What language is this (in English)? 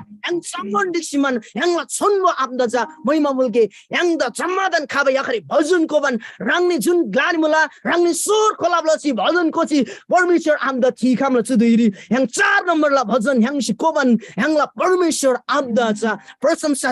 Eastern Tamang